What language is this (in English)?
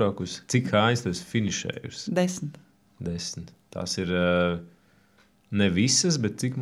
Latvian